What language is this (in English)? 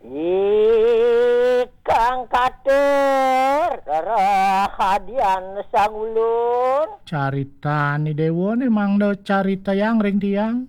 Balinese